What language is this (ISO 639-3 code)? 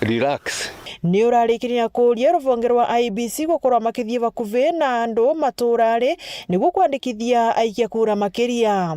mer